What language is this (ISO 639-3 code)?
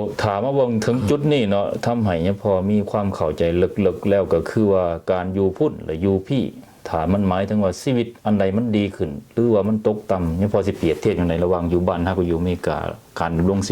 lao